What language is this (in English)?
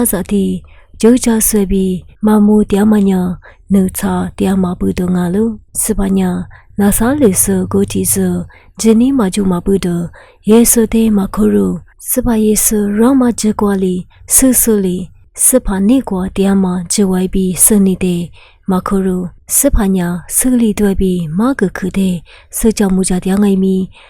Lisu